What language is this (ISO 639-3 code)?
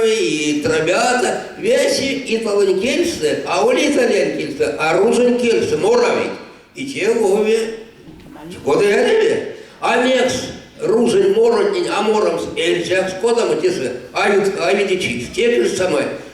myv